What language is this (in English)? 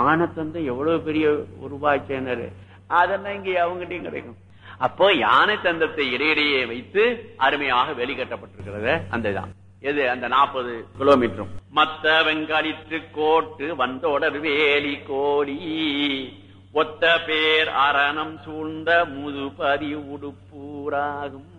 Tamil